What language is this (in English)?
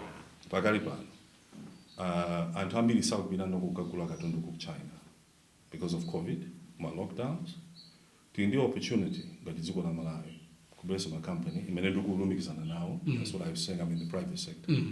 Nyanja